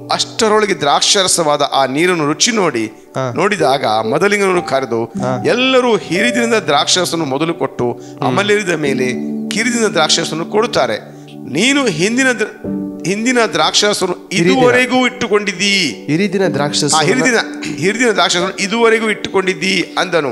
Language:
Kannada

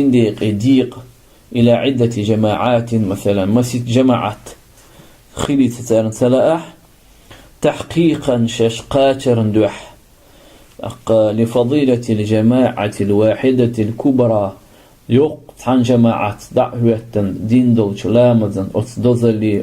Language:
Chechen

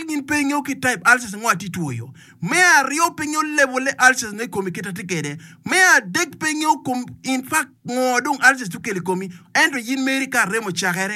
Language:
Acoli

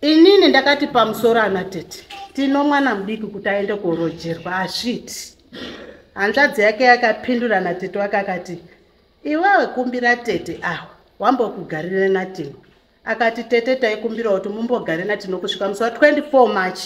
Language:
Shona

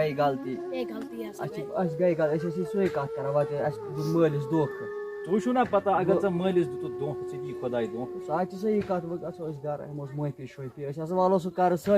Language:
Kashmiri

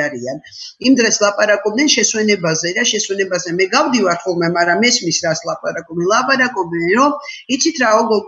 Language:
Georgian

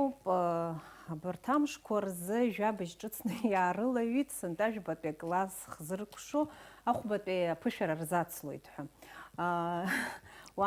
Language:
Abkhazian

